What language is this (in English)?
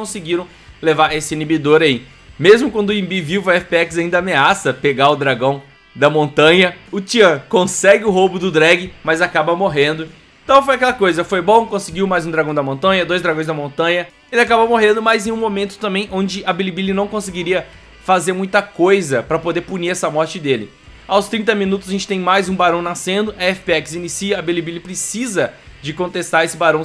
Portuguese